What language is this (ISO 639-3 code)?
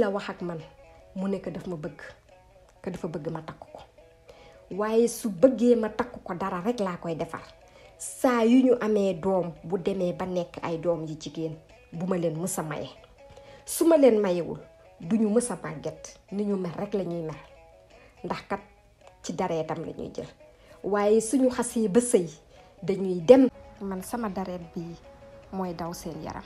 wol